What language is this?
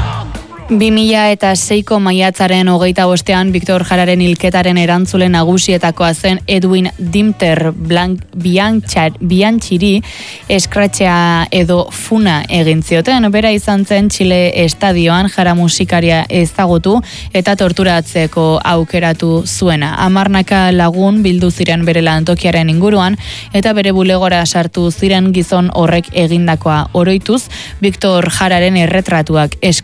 Basque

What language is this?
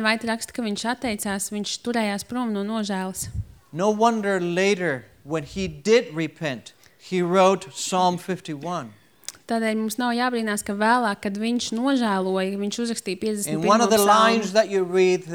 Latvian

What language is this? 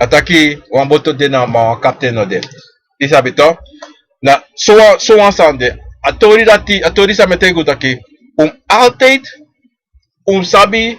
Sranan Tongo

